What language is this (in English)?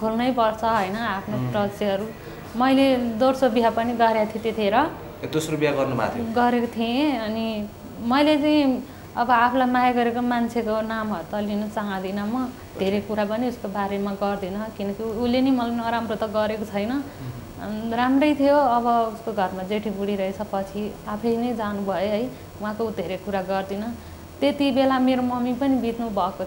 Nepali